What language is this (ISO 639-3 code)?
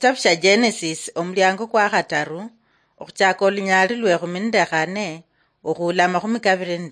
luy